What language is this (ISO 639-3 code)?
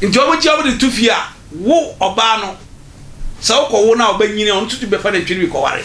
aka